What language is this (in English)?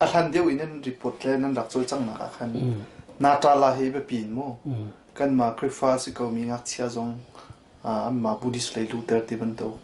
Hakha Chin